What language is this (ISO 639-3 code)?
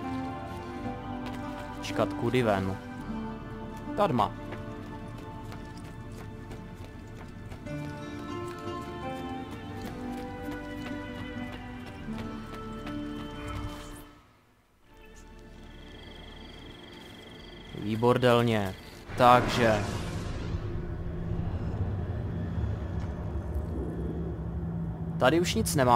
ces